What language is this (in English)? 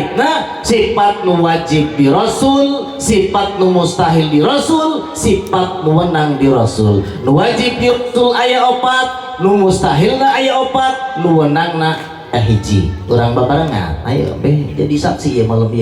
Sundanese